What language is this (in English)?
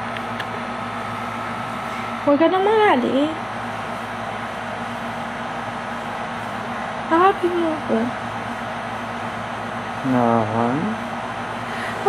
Filipino